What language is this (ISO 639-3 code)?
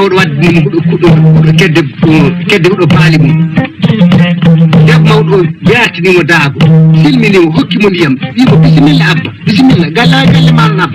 ful